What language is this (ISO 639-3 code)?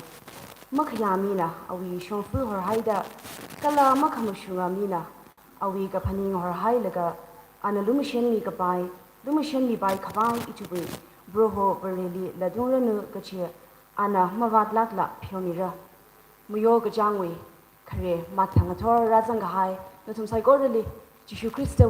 nmf